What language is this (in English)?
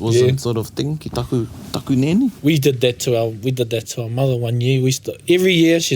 Māori